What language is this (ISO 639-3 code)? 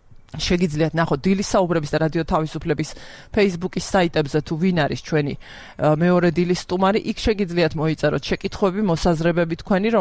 kat